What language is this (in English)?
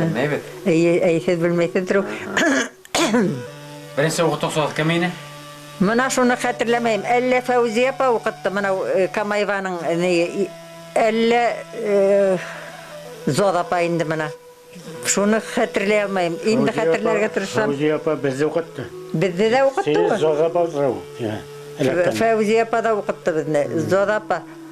Bashkir